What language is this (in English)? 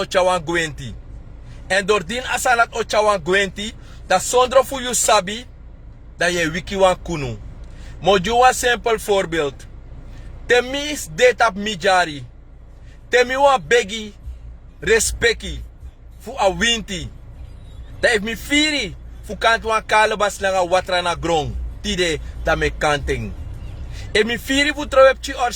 Sranan Tongo